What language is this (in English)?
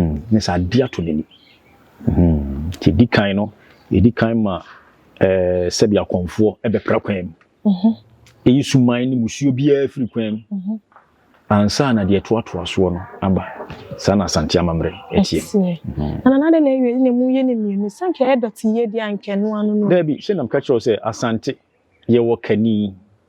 Akan